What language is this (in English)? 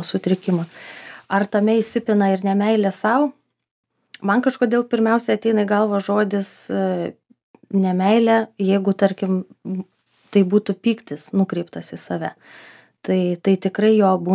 Lithuanian